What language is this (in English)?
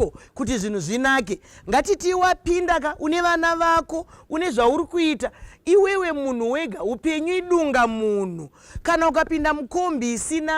Shona